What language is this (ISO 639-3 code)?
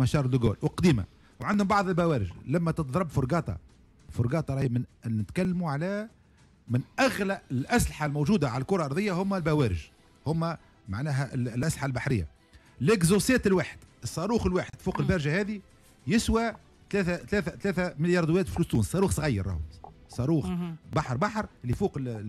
aeb